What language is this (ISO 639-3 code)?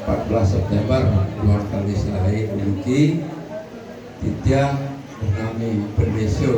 ban